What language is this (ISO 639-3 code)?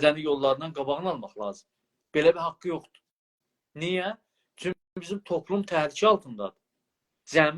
azb